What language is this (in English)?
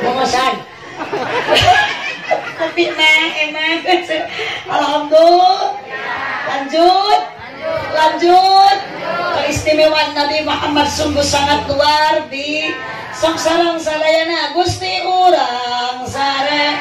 Sundanese